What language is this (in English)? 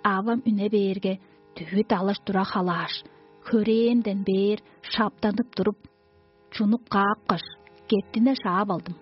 Tuvinian